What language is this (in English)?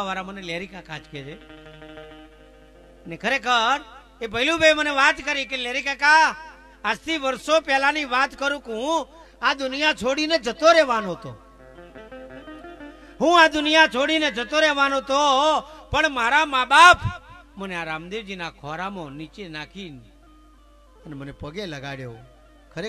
Gujarati